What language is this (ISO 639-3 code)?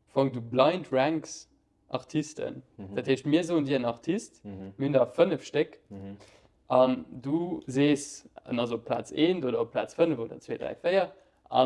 ltz